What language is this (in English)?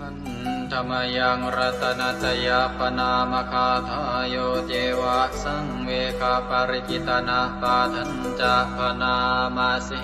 Pali